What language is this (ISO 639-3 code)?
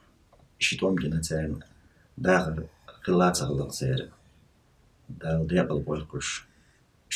che